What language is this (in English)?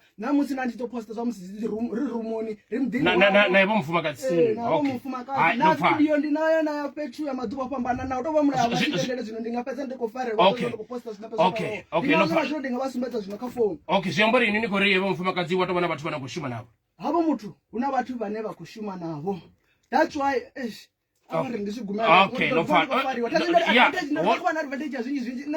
Venda